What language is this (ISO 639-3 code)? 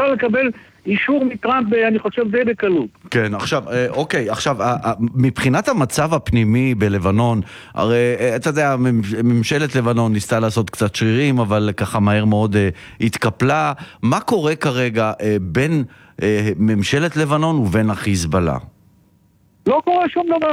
heb